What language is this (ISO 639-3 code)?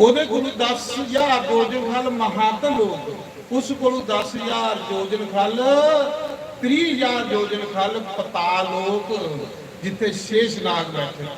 doi